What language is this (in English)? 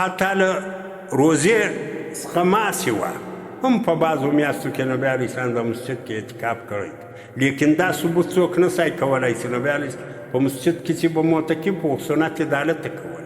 Pashto